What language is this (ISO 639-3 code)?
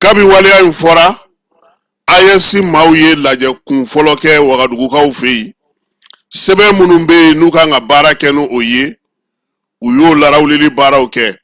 bam